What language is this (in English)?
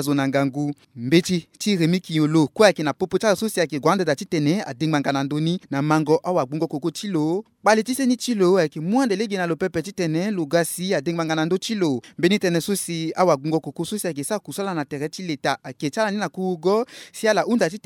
Sango